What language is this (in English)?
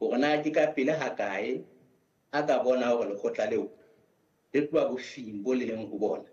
Southern Sotho